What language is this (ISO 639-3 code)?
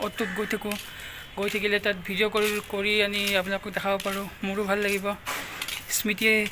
asm